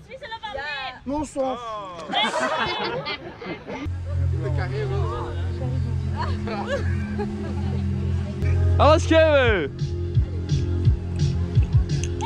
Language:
Dutch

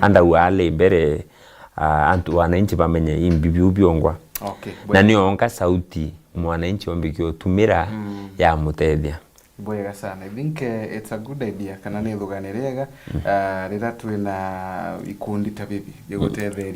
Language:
Meru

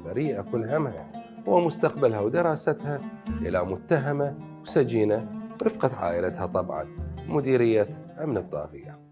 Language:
Mesopotamian Arabic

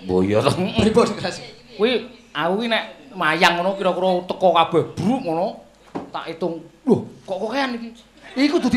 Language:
Javanese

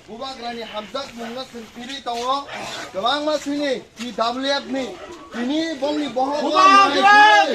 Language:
Kok Borok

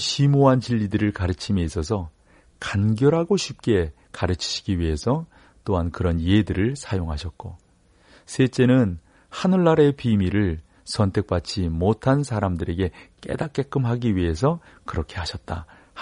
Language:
Korean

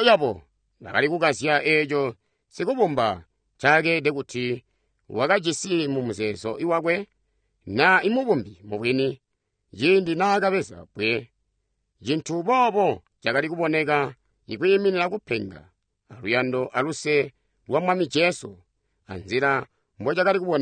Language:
Tonga (Zambia)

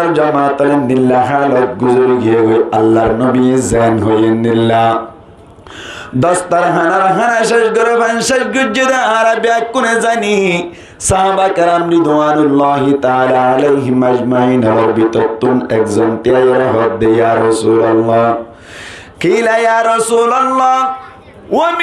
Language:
Rohingya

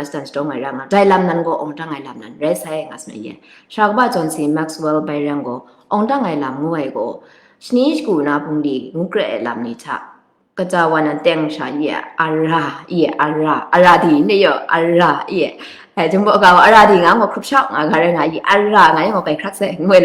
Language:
Kachin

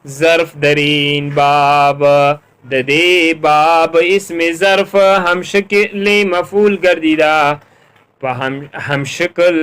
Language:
Pashto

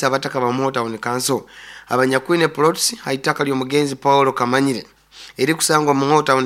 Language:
Nyoro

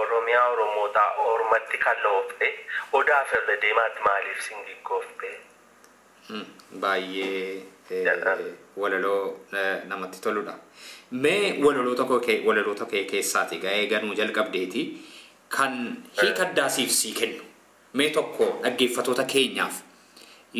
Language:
Oromo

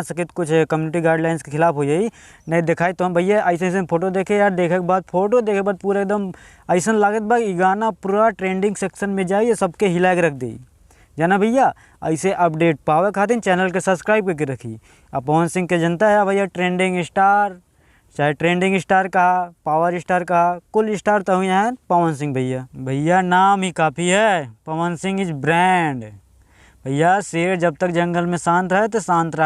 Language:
Bhojpuri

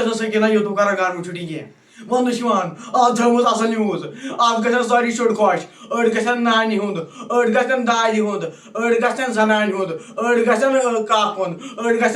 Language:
Kashmiri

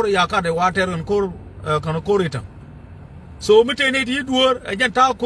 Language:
Nuer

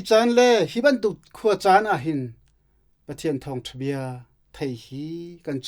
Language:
Hakha Chin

